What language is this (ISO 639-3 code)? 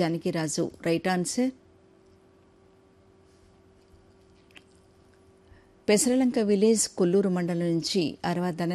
tel